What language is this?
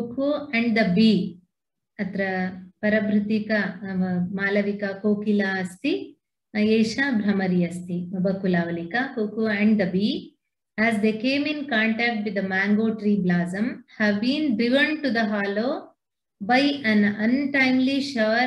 Sanskrit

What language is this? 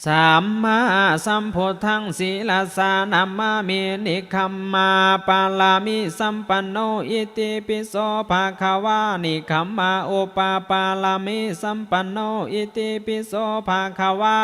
Pali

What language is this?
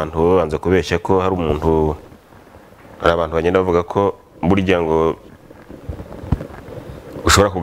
Kinyarwanda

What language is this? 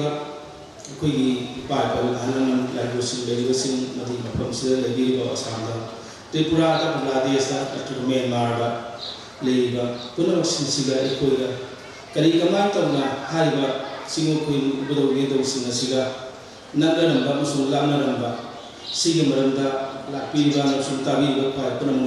Manipuri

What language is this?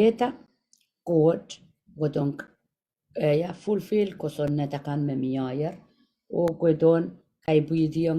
Pohnpeian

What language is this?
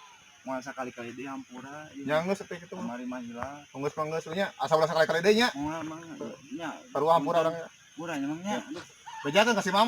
Sundanese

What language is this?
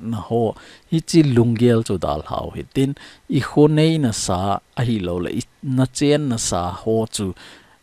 Thado Chin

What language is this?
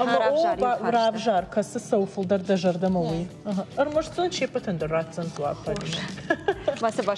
Ossetic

